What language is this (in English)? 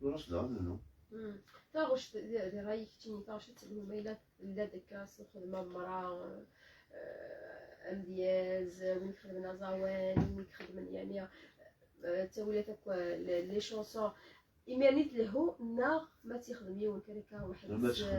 Kabyle